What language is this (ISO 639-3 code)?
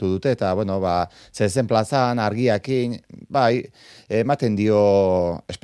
eus